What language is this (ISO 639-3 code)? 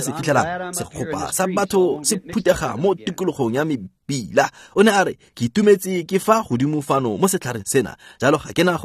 tsn